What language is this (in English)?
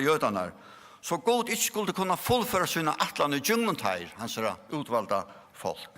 Faroese